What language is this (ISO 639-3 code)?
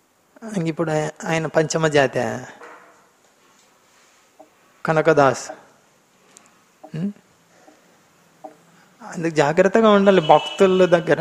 tel